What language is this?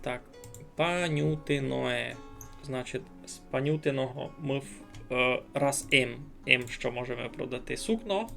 Rusyn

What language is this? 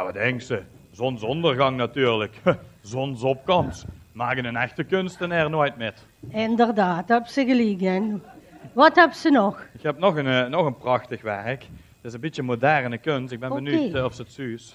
Limburgish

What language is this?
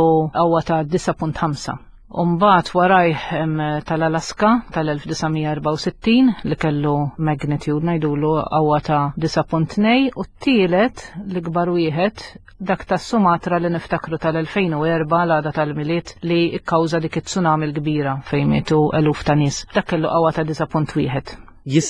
Maltese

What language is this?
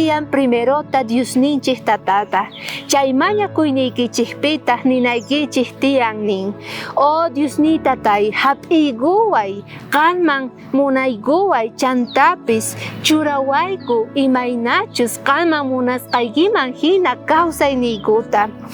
South Bolivian Quechua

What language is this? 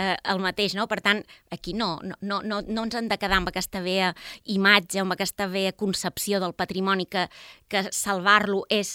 Catalan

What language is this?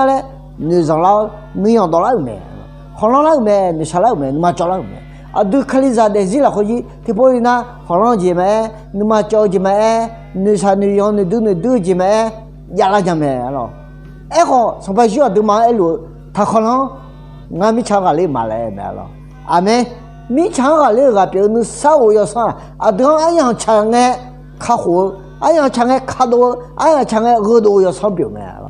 Akha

